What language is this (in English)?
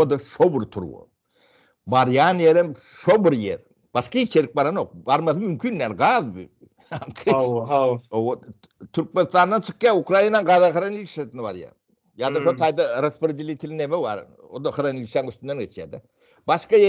Turkmen